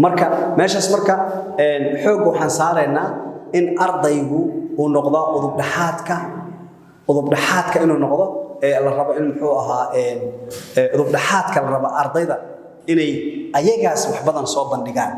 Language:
Somali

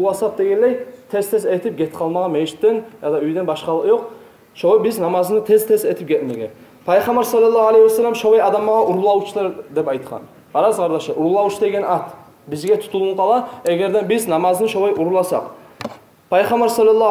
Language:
Kumyk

